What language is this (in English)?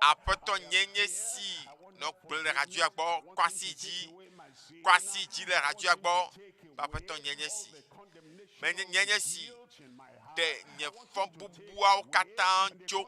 Ewe